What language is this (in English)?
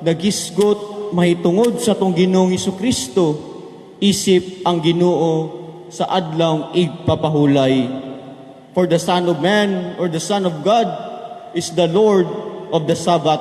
Cebuano